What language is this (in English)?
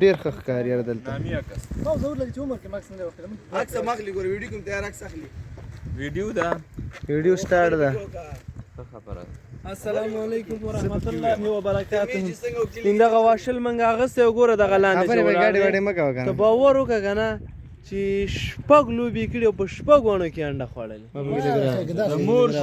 Pashto